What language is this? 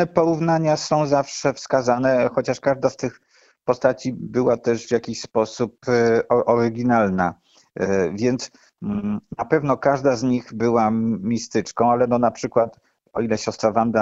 Polish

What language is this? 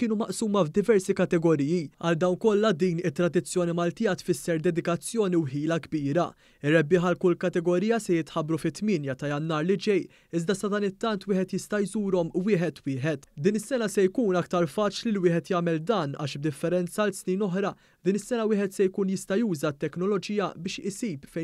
Maltese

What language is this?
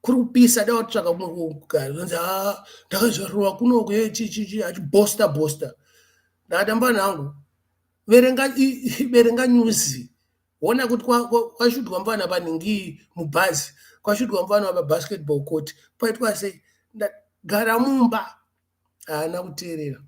Shona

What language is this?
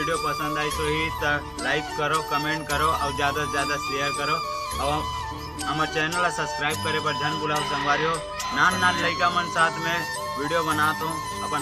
Chhattisgarhi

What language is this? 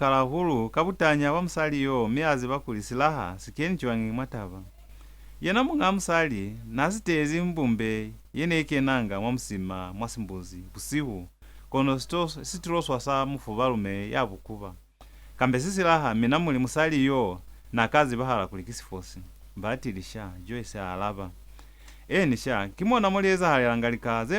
Lozi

